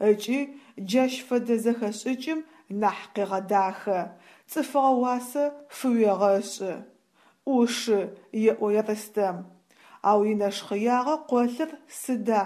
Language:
Adyghe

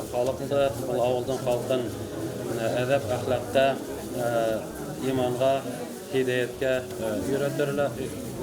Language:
Bashkir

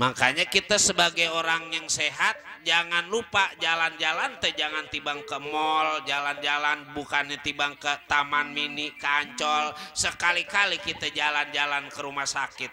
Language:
Betawi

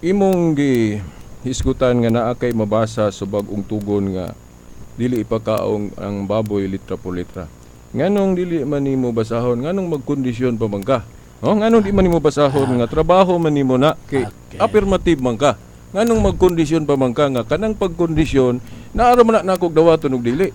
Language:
Cebuano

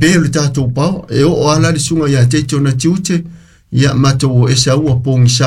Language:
Samoan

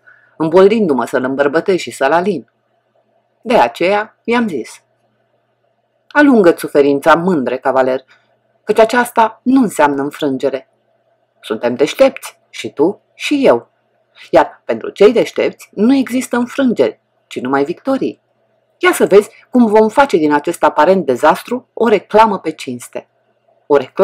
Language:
Romanian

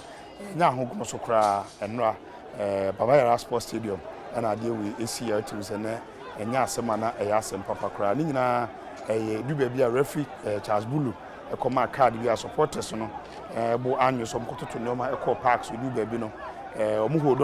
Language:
Akan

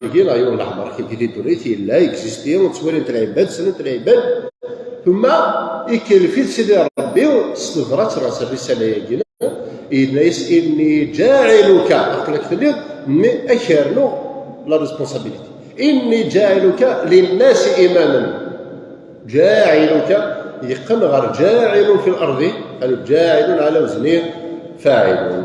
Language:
Kabyle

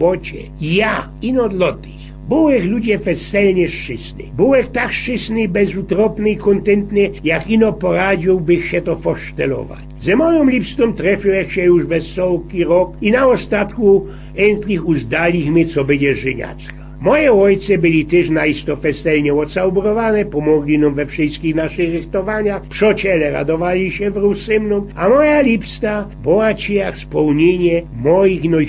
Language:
Silesian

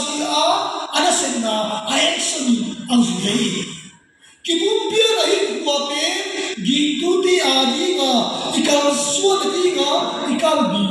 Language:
Tedim Chin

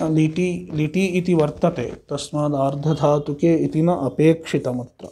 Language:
Sanskrit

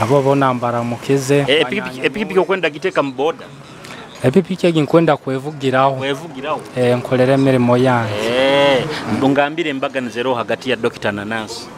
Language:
Nyoro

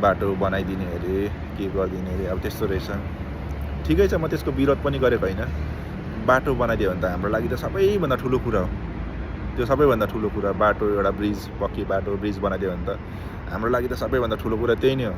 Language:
Nepali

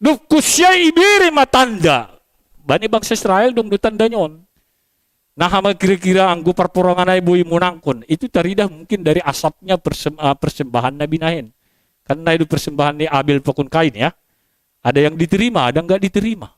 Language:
Batak Simalungun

